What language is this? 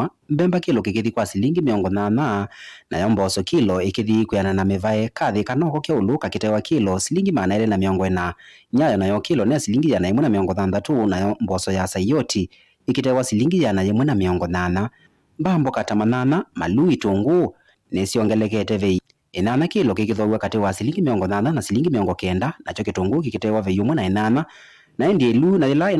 Kamba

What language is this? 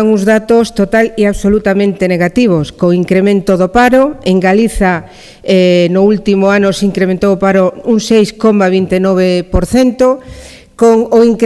Galician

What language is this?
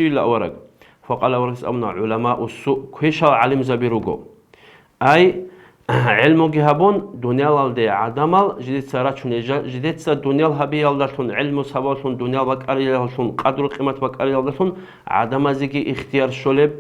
Avaric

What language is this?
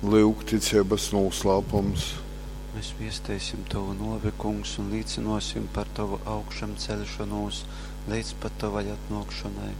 Latgalian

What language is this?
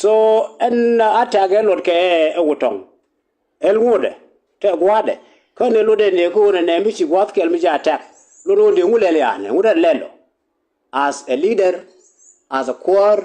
Nuer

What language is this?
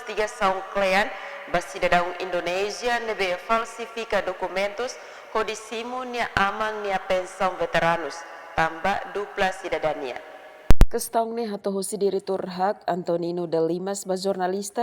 Tetum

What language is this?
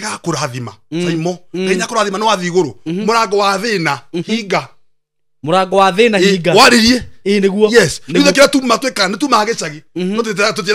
Kikuyu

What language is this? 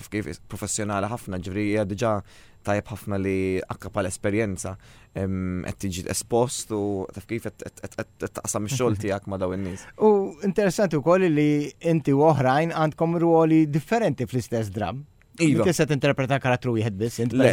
Maltese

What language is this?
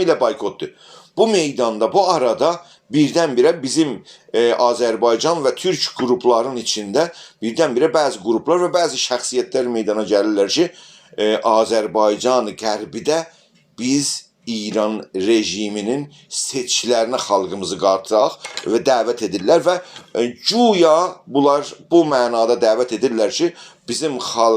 South Azerbaijani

